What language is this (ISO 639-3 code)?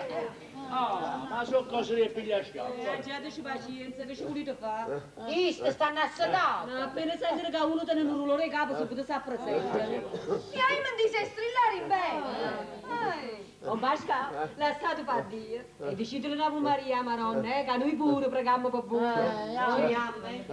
nap